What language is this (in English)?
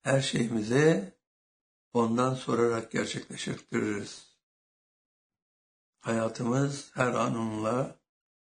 Turkish